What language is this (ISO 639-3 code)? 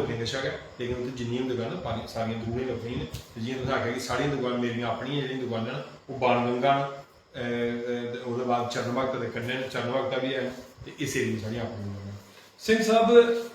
doi